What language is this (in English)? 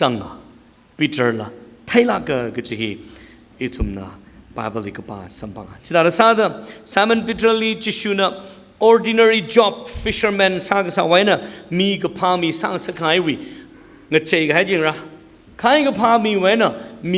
Tangkhul Naga (India)